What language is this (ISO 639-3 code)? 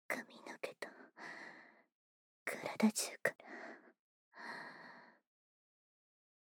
jpn